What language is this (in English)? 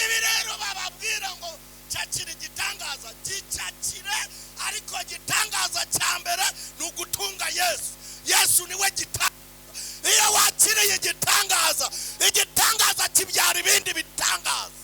Kinyarwanda